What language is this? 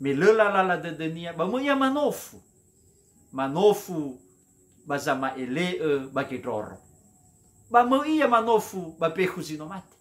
Nias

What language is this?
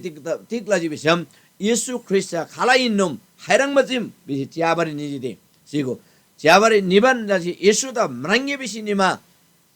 Eastern Tamang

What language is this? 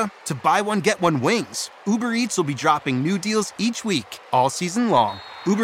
English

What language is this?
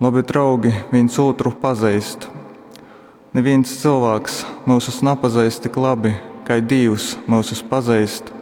Latgalian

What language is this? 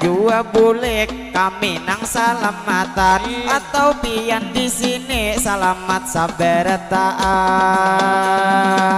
Banjar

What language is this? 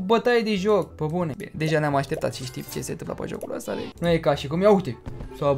Romanian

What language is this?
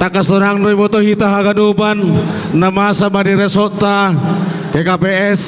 Batak Simalungun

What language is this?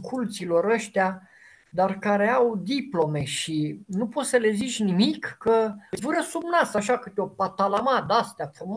Romanian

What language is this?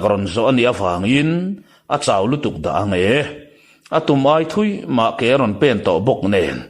Mizo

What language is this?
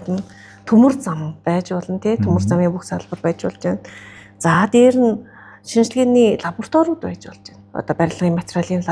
Mongolian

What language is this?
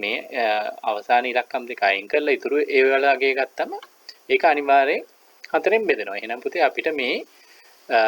Sinhala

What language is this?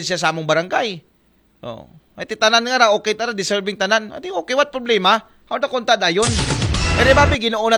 Aklanon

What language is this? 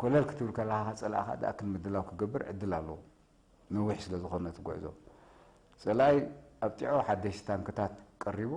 Tigrinya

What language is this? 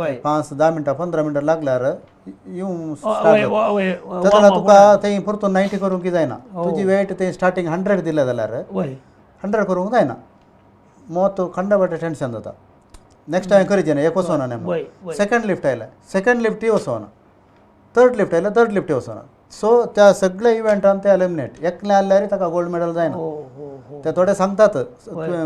Konkani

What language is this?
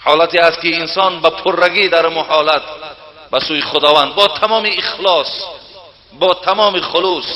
Tajik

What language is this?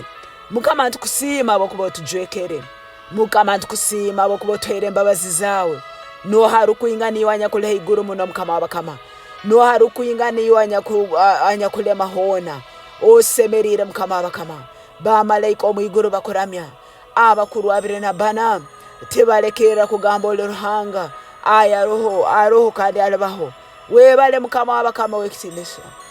Tooro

